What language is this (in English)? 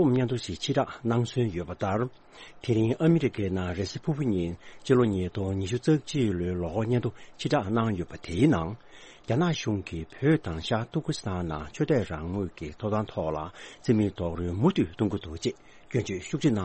Tibetan